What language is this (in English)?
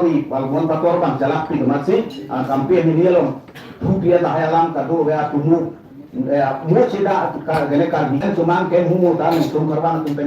Karbi